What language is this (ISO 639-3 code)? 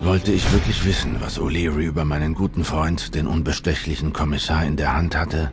gsw